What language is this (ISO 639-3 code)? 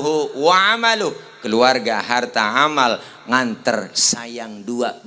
bew